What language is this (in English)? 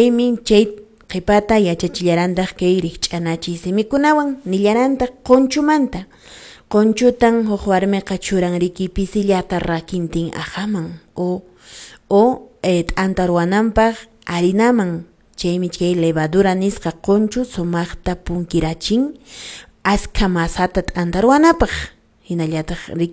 Quechua